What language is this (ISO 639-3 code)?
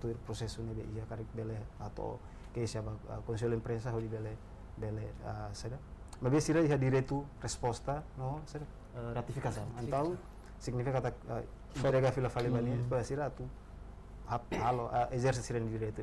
tet